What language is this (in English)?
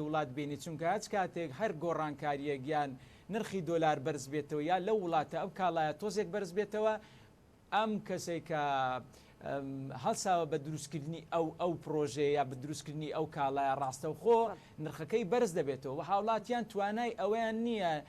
Central Kurdish